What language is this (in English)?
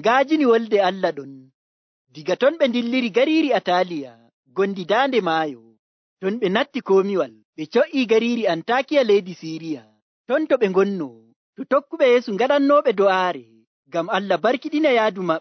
Nigerian Fulfulde